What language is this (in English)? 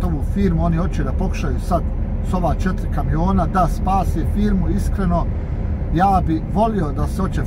Bosnian